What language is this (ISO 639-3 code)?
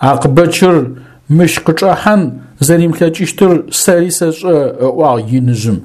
ady